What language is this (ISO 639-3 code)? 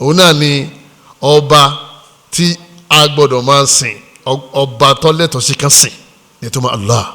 yor